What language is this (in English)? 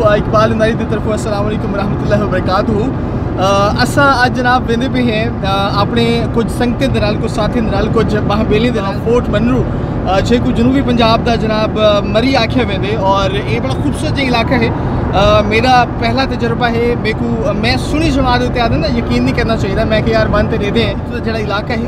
Saraiki